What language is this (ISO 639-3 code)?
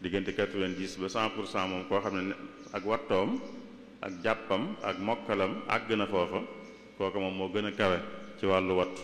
wol